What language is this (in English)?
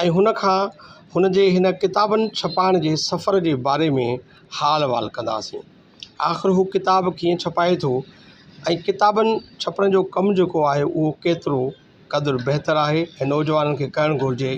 Sindhi